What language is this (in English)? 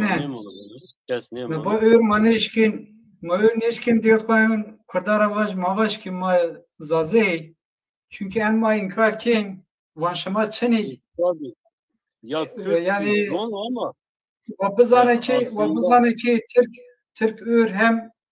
Zaza